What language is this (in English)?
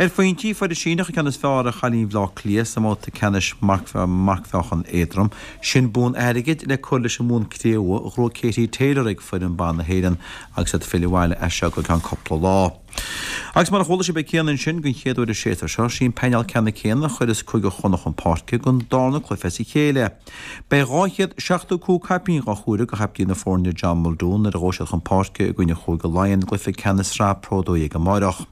Irish